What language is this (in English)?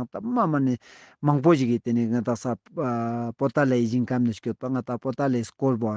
Ladakhi